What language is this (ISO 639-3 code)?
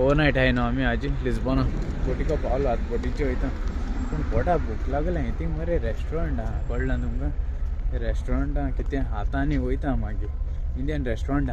kok